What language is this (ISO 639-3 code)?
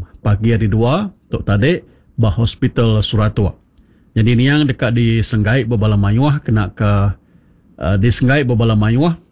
iba